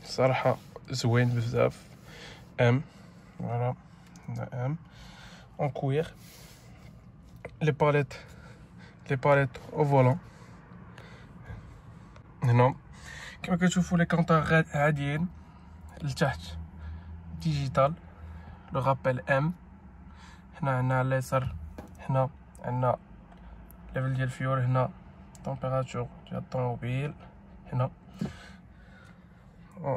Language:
Moroccan Arabic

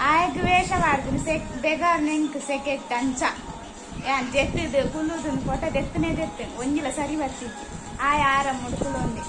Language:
Tulu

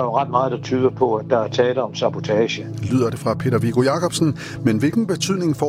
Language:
Danish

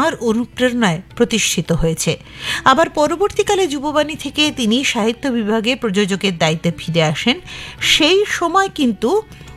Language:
Bangla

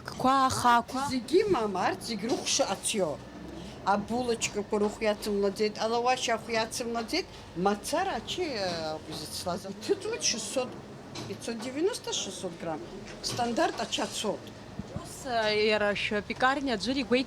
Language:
Abkhazian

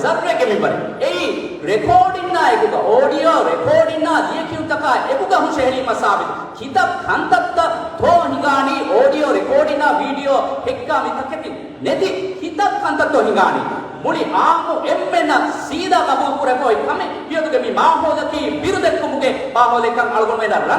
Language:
Divehi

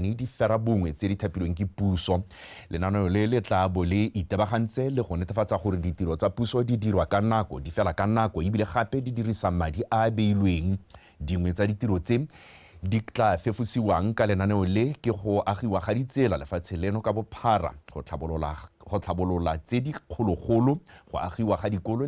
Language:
Tswana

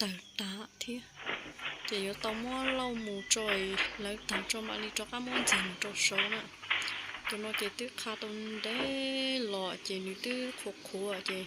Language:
Hmong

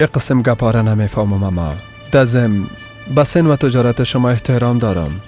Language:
Persian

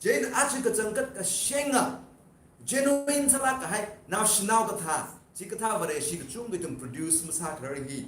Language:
Tangkhul Naga (India)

